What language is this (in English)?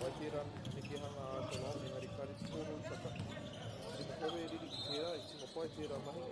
Māori